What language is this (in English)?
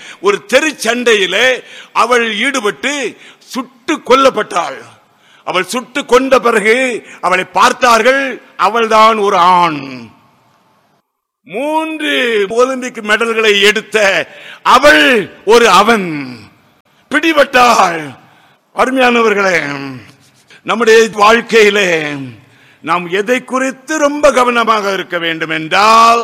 Tamil